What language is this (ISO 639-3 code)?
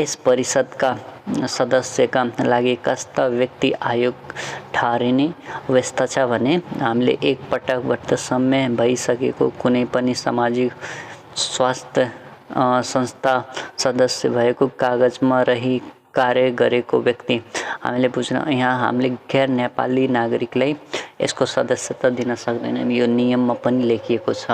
nep